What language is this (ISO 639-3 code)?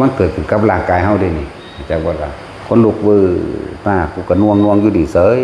tts